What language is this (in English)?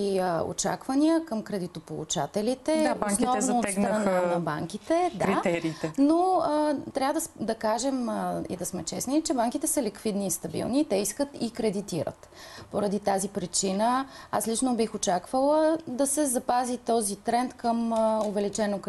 Bulgarian